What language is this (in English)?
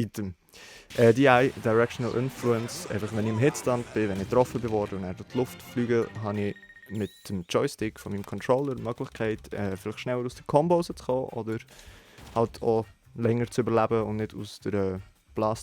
Swiss German